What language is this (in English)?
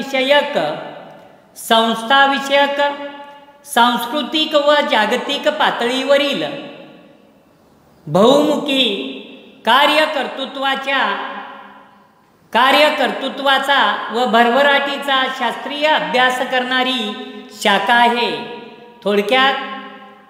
Marathi